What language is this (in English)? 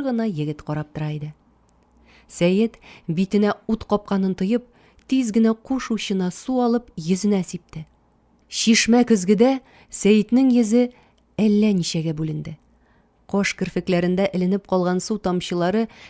Tatar